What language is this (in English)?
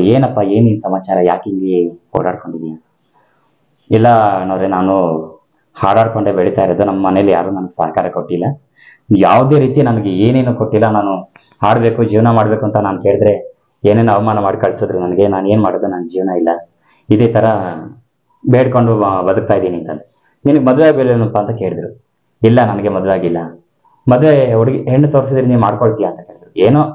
Kannada